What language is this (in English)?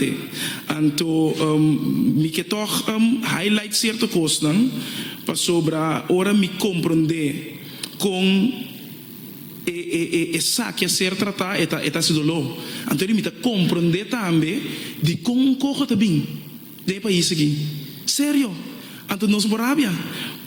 Papiamento